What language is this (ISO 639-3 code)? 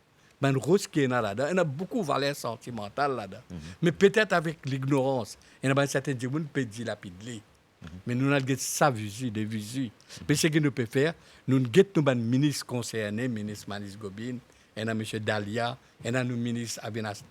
mfe